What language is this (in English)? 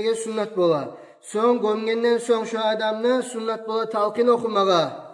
Kumyk